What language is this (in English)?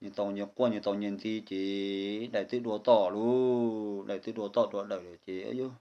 Hmong